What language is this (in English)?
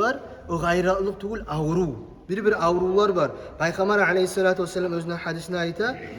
Kumyk